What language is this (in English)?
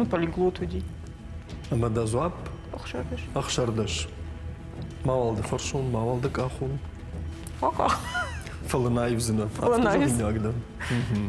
Ossetic